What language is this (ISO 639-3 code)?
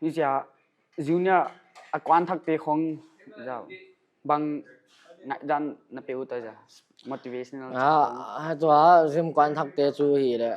pck